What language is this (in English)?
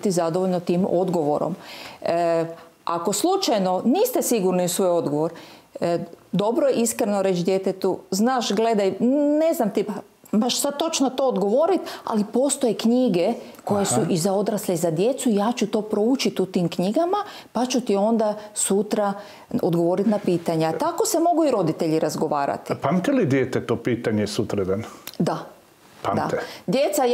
Croatian